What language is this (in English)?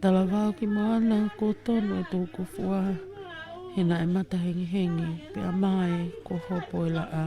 Tongan